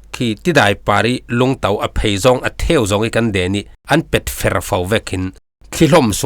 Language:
Falam Chin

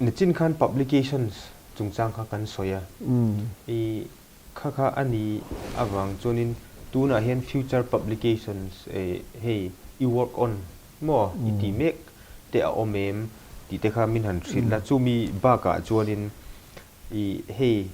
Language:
Mizo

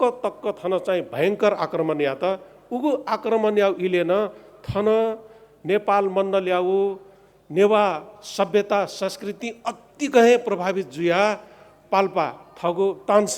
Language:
Newari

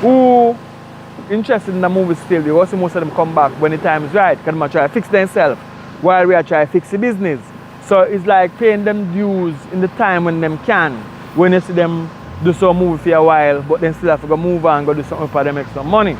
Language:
Jamaican Creole English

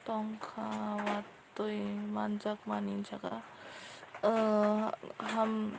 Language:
Kok Borok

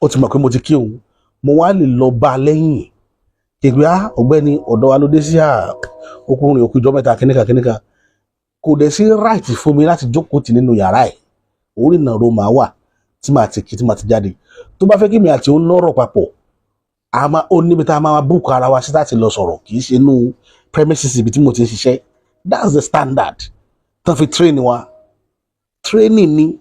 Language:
Yoruba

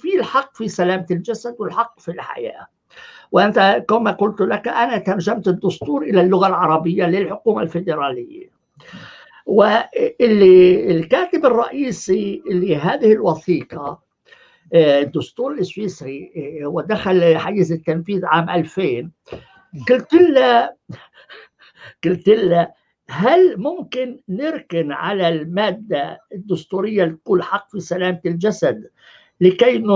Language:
North Levantine Arabic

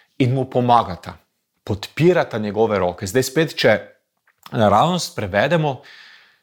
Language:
Slovenian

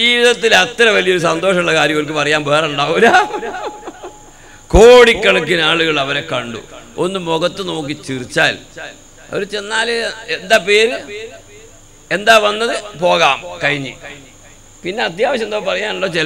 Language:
Malayalam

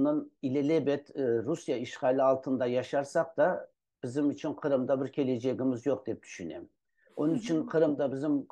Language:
Crimean Tatar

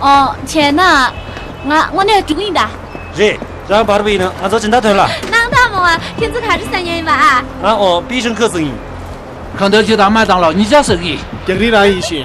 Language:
Tibetan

